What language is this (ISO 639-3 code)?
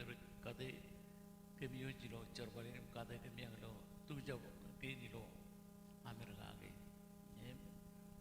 mah